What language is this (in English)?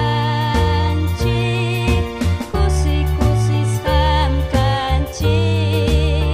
Ayacucho Quechua